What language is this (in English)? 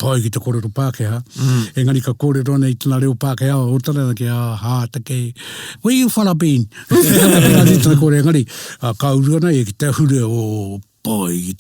Māori